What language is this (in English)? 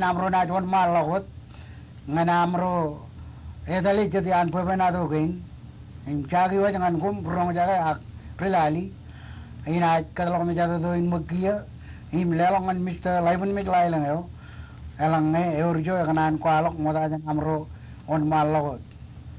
Marshallese